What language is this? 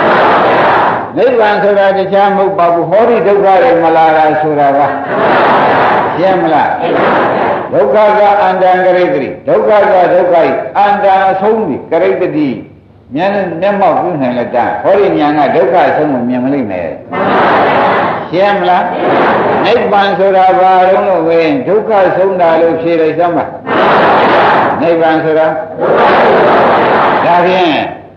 Burmese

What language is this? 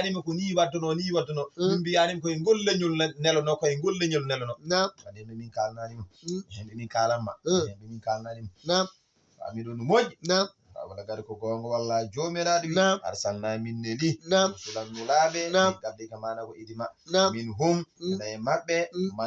Fula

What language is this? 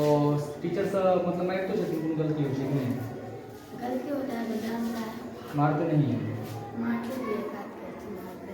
Maithili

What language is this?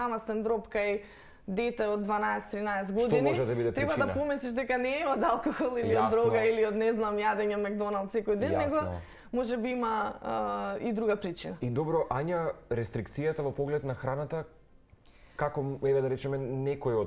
Macedonian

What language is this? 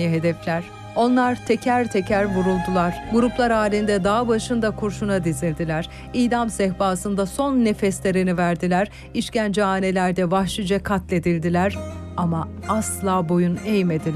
Turkish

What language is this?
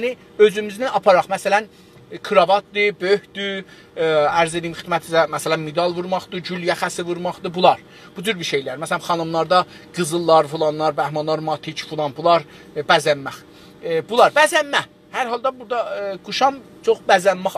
South Azerbaijani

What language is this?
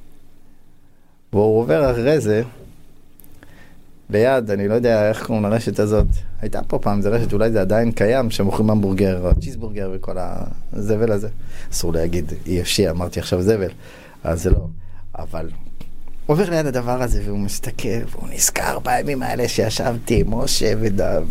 Hebrew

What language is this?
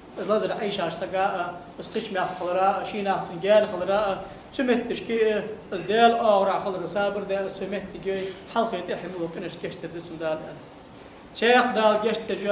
Ingush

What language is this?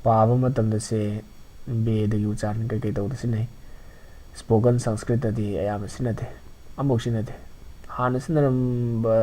Manipuri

